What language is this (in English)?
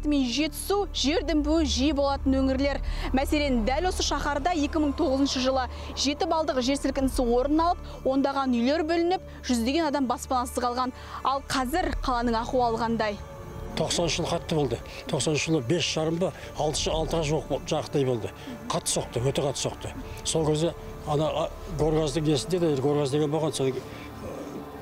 Kazakh